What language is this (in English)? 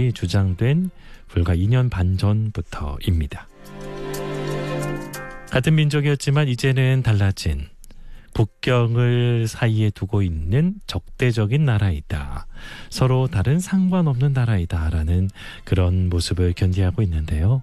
Korean